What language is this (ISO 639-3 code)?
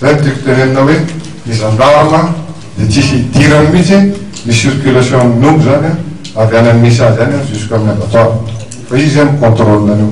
mlg